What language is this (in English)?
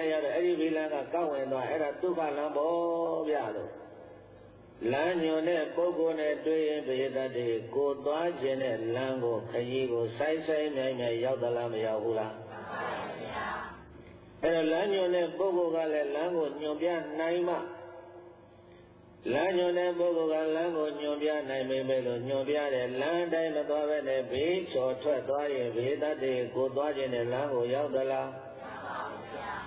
Burmese